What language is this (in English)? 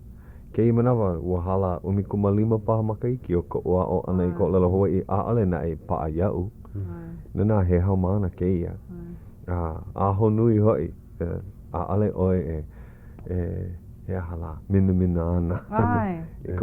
Hawaiian